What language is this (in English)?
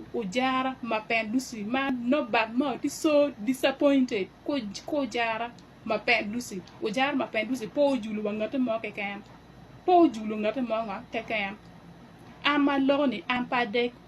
Acoli